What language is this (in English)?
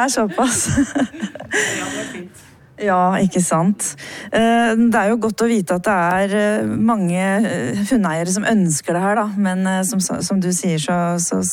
Norwegian